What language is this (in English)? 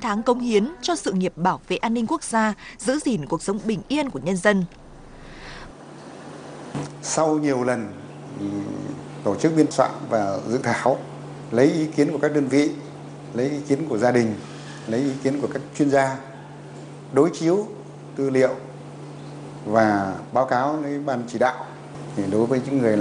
Vietnamese